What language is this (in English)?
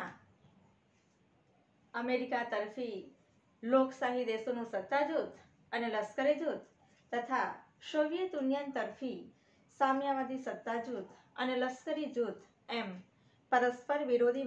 Gujarati